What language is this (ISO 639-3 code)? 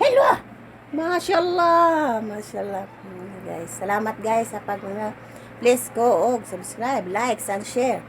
ceb